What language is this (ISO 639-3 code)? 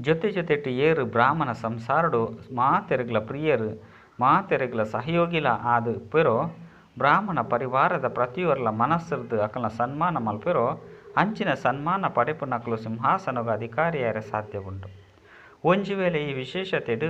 tcy